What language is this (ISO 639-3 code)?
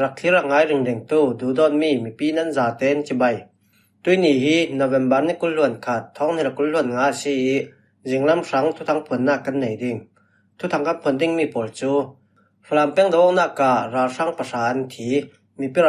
cfm